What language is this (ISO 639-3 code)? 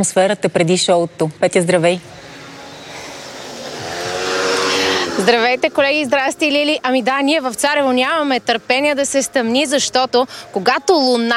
bul